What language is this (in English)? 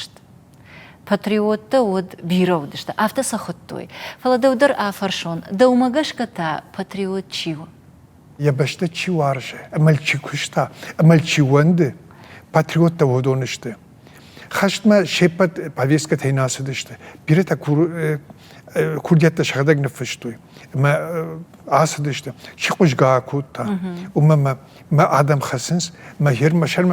Ossetic